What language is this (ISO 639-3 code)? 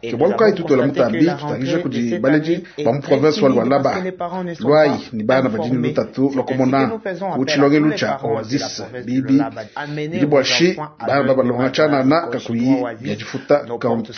lua